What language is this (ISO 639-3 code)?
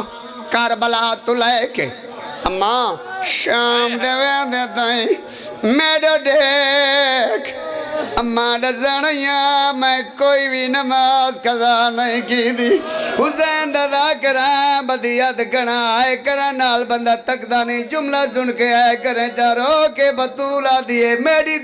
phr